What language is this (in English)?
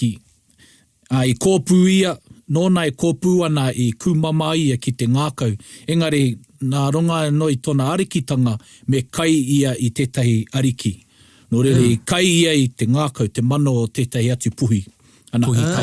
Māori